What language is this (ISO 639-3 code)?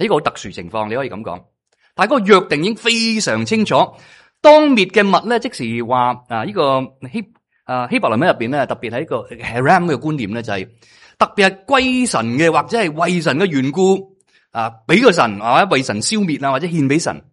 yue